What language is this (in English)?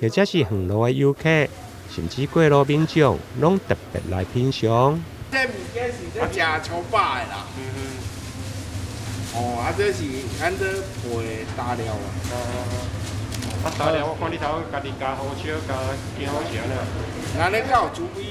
Min Nan Chinese